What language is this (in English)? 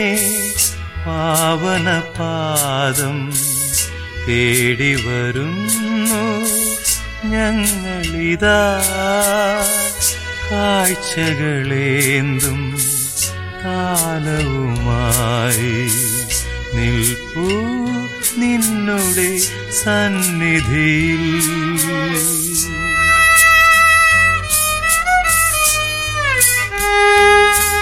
Malayalam